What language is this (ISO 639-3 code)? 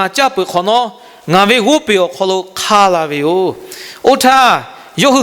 lhu